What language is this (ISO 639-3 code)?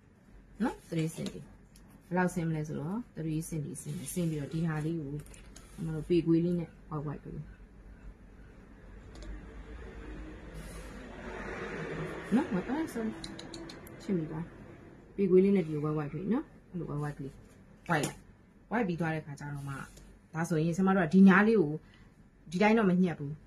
mya